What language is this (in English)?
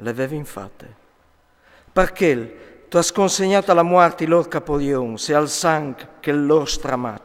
Friulian